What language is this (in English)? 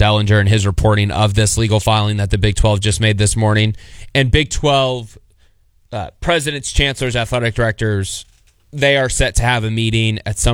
English